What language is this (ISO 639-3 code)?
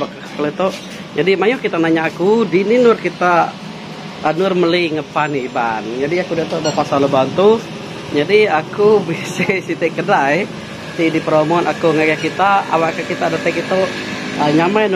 iba